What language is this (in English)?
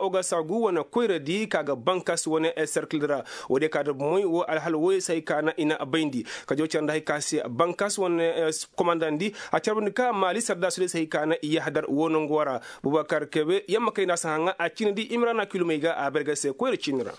Koyraboro Senni